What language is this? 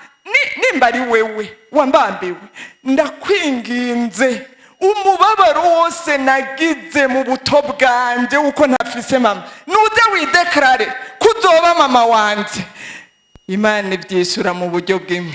Rundi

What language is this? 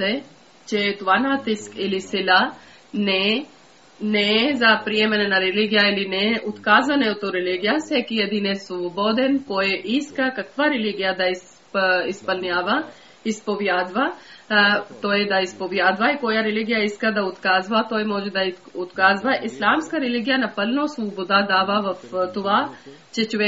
Bulgarian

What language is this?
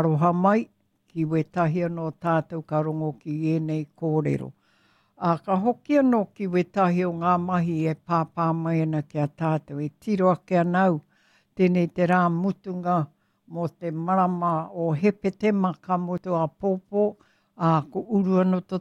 Māori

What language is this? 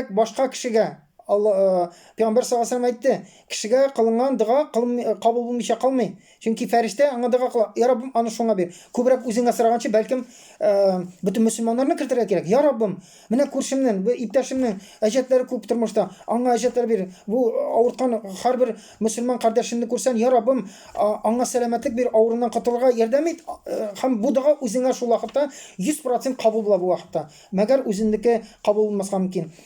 Tatar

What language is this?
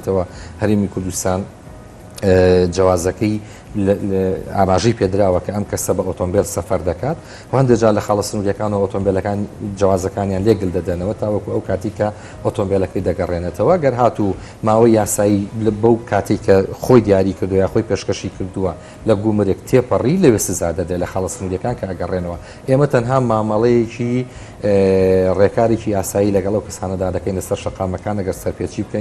Central Kurdish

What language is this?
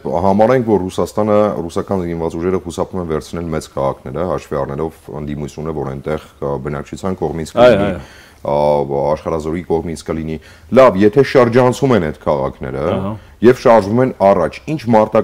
Armenian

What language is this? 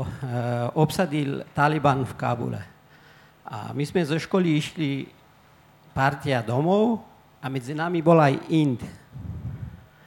Slovak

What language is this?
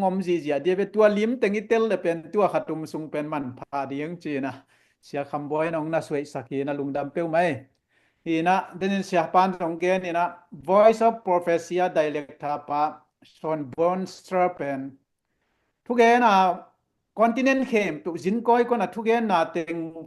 Tedim Chin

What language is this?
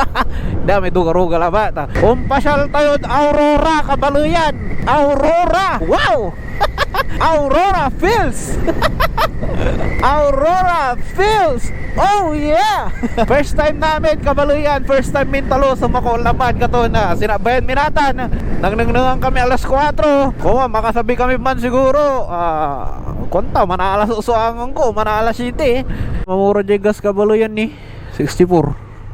Pangasinan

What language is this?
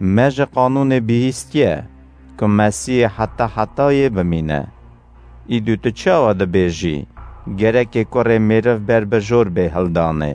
Kurdish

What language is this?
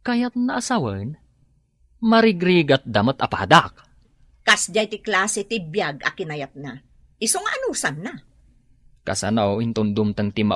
Iloko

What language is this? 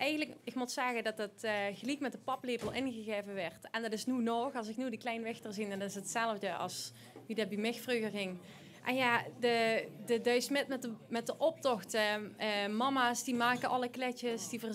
Limburgish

